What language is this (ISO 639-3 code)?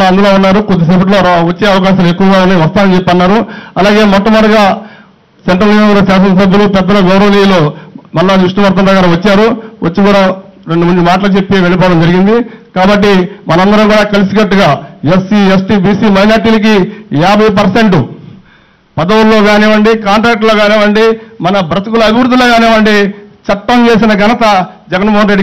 tel